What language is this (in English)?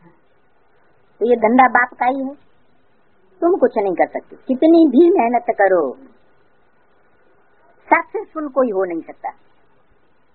Hindi